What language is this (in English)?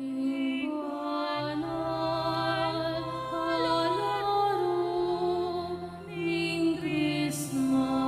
Pampanga